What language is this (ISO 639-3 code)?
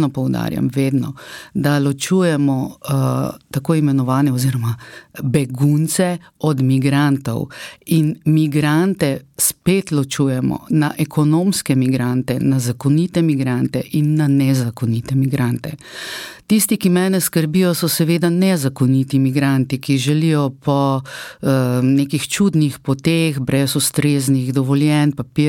slv